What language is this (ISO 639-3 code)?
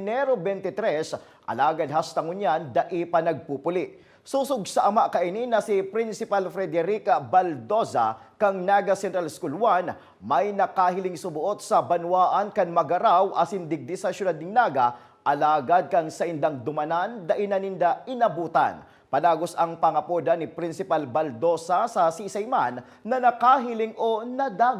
bik